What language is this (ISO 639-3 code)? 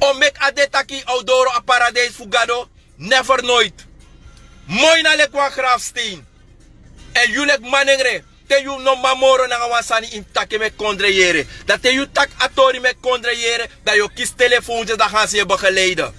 srn